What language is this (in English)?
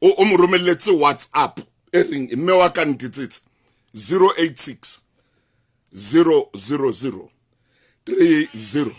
Southern Sotho